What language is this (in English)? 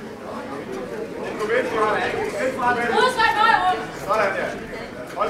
Danish